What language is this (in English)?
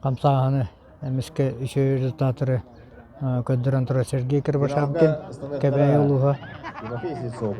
Yakut